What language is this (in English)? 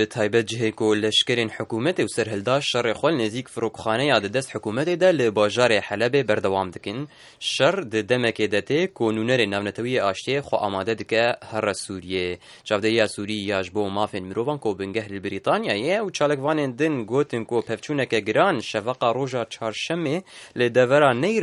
Central Kurdish